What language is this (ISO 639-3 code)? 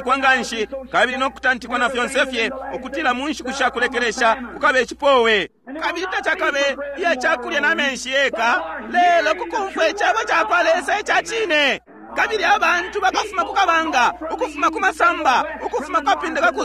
bem